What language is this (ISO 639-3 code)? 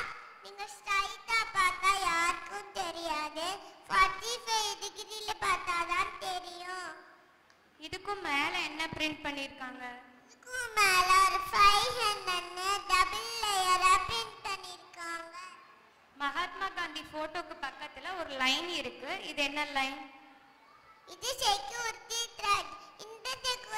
tam